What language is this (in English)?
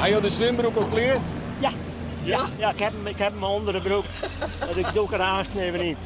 Western Frisian